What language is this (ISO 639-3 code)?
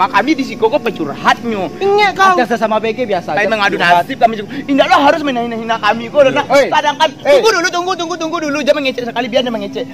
min